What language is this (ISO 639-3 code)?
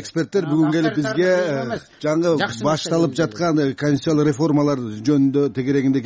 kir